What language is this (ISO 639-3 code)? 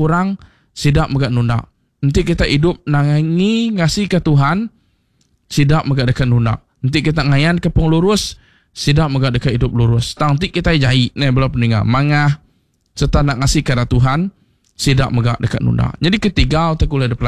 iba